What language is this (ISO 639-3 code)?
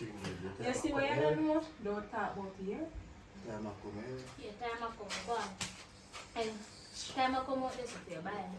jam